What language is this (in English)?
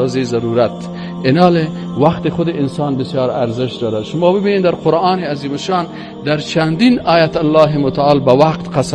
Persian